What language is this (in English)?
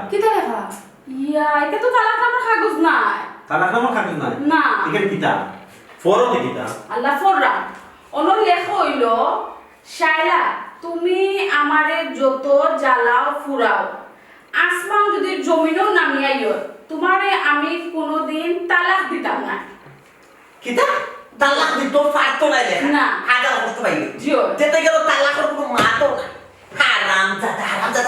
Sylheti